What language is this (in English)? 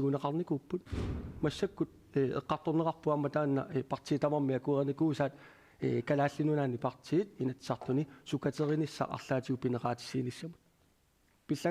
Kalaallisut